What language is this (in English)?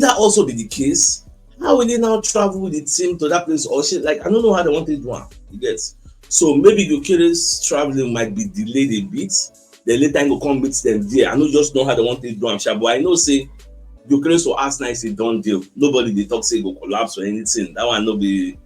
Nigerian Pidgin